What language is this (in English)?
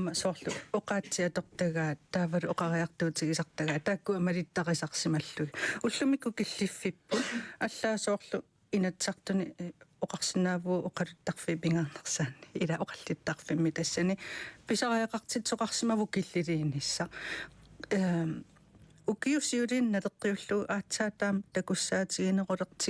Kalaallisut